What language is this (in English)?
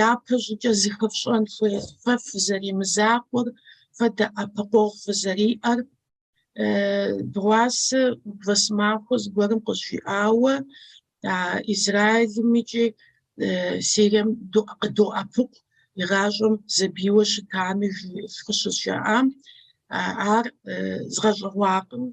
Kabardian